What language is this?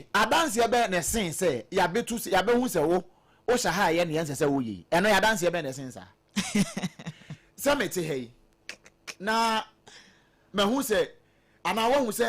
Akan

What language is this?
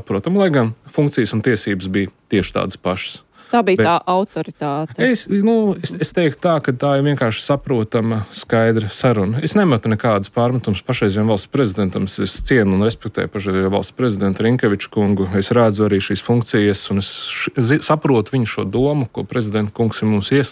Latvian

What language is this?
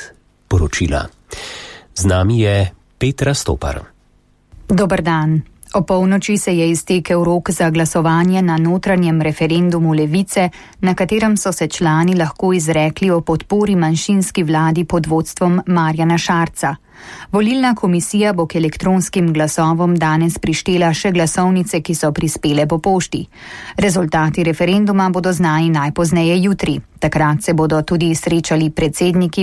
Slovenian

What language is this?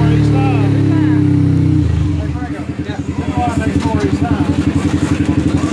English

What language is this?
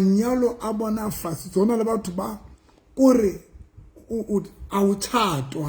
Southern Sotho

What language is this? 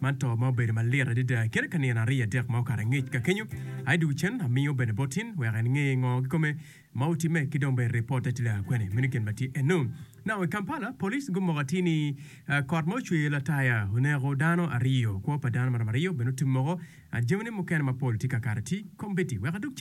Acoli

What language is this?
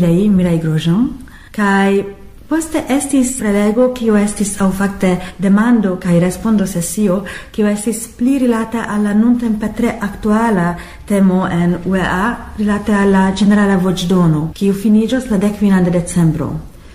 Esperanto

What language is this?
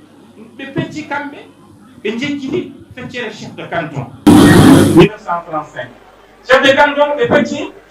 Fula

